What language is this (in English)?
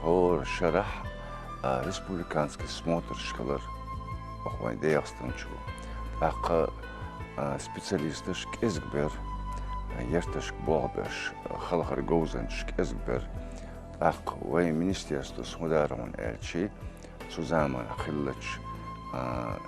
Chechen